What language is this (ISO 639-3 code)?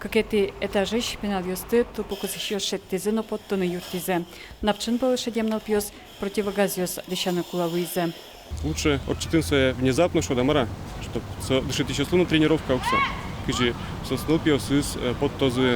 udm